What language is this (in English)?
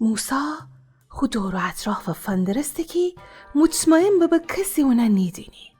Gilaki